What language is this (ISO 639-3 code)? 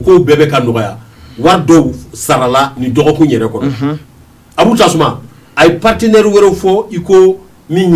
bam